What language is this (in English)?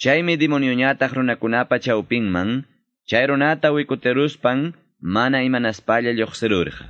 Quechua